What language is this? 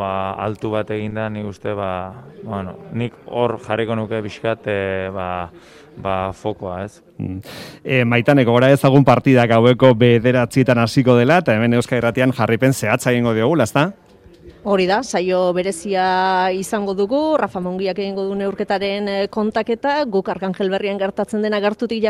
Basque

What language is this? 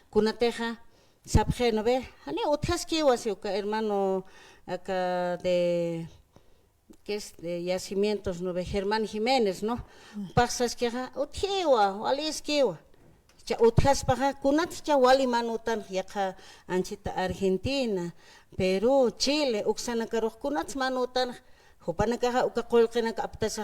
Aymara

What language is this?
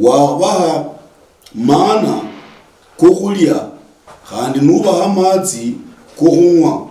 Luyia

